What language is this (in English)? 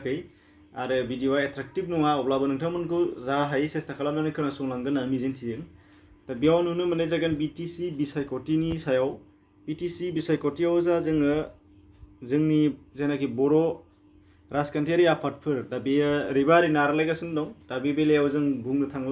Bodo